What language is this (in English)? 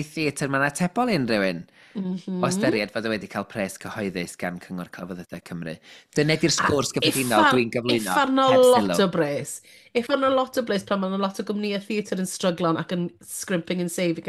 Welsh